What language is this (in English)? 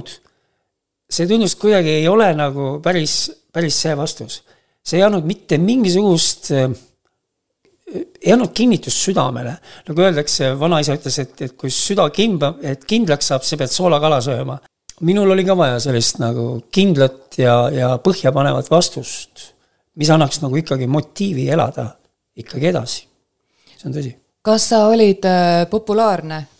Estonian